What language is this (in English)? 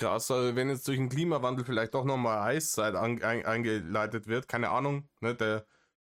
German